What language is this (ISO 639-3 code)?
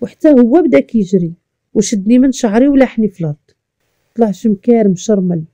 ary